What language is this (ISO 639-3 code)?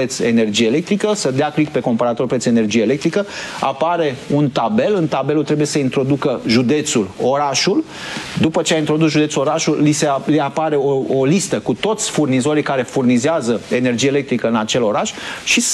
ron